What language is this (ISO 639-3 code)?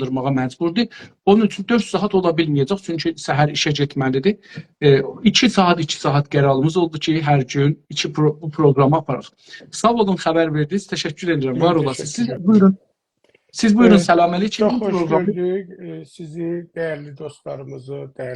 azb